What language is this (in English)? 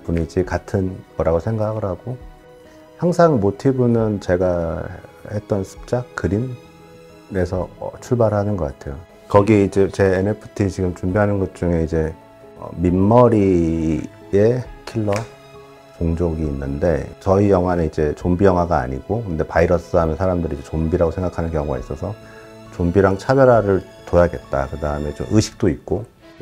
Korean